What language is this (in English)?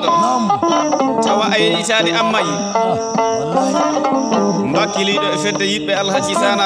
Fula